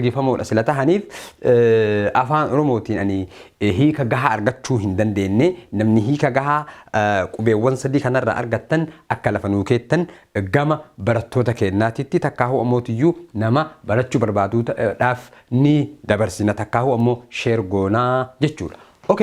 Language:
Oromo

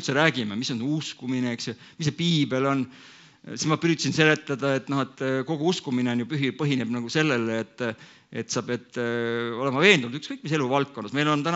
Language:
Estonian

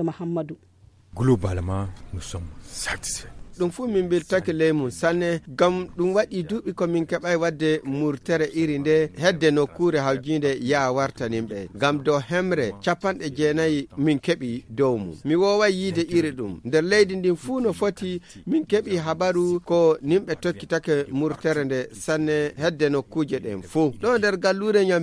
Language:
Nigerian Fulfulde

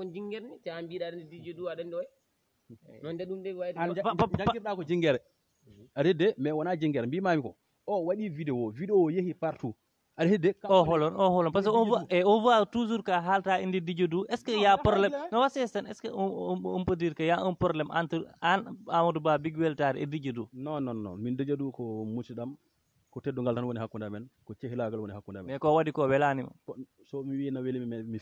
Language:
Fula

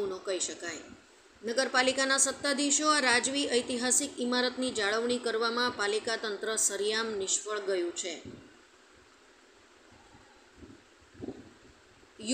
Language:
Gujarati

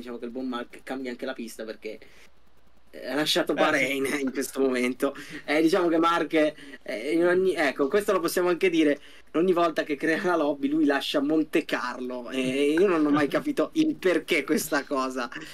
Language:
Italian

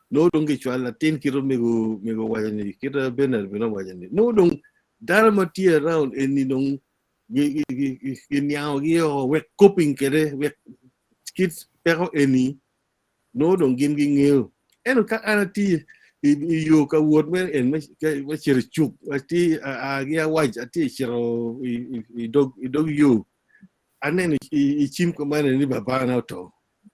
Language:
Acoli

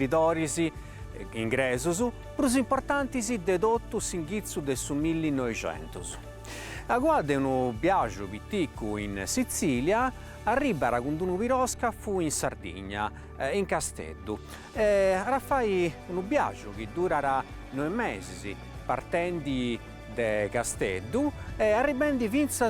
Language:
Sardinian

